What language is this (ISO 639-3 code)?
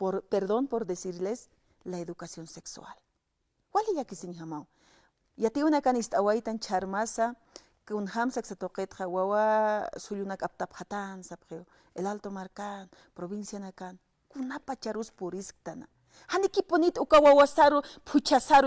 aym